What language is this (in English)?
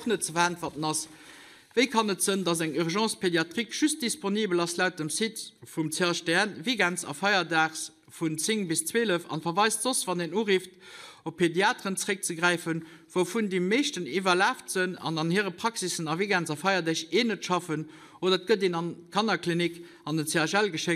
Luxembourgish